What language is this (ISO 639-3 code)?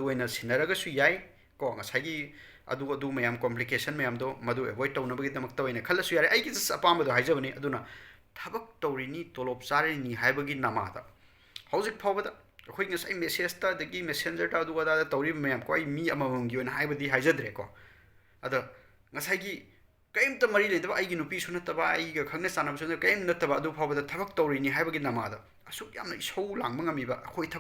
mni